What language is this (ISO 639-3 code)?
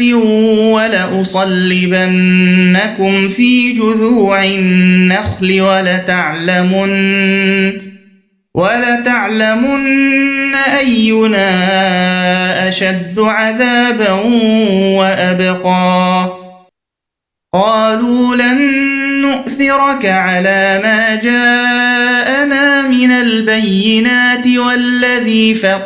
ara